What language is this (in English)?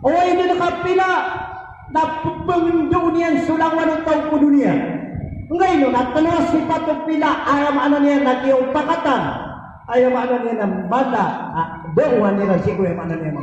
Maranao